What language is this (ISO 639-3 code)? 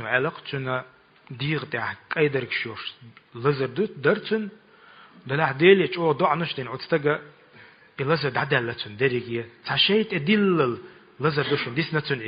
che